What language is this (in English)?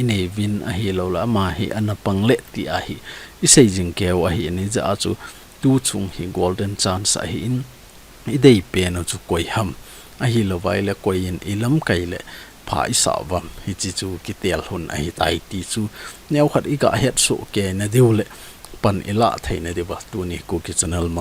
Thado Chin